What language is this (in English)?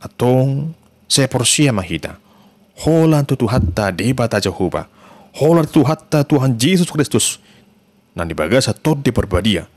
Batak Toba